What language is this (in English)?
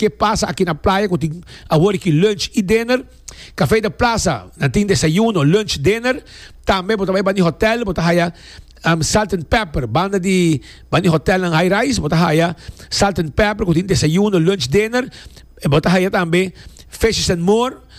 Papiamento